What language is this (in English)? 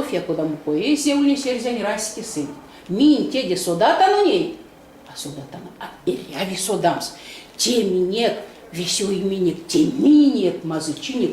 Erzya